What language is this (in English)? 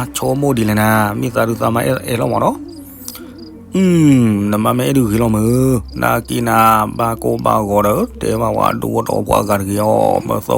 S'gaw Karen